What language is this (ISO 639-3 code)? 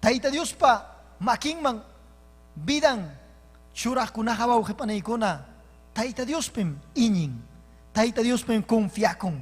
quy